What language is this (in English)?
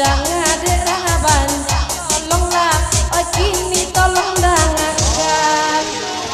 Minangkabau